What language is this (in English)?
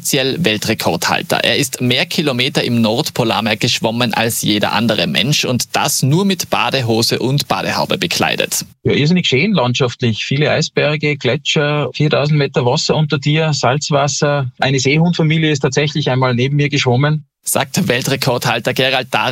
German